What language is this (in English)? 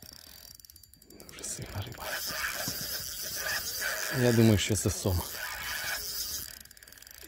Ukrainian